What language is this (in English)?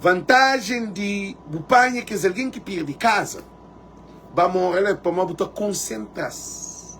Kabuverdianu